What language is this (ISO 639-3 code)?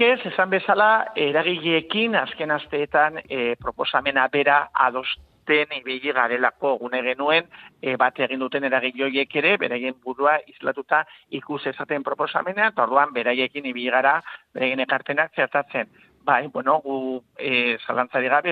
eus